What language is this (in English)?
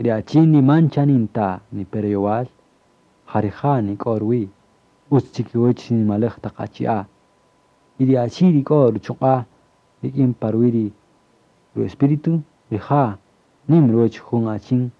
Kaqchikel